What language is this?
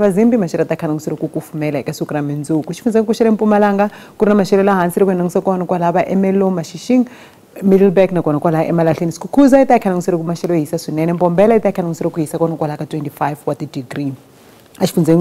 Tsonga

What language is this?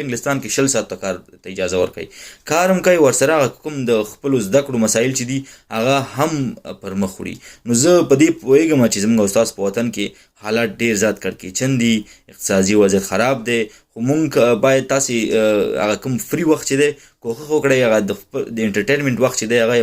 Pashto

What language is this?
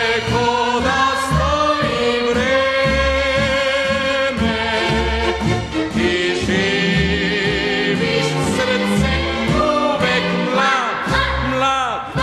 Serbian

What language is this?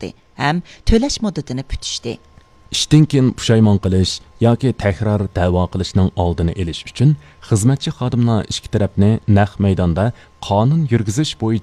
Uyghur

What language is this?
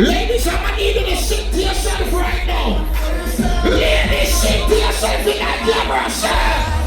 Jamaican Creole English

